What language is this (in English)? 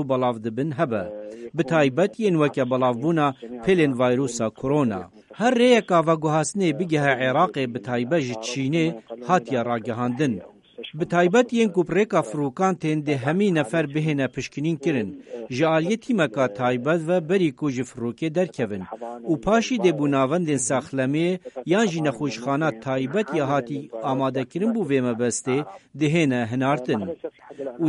Kurdish